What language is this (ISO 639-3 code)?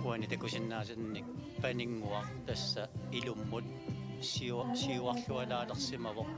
kal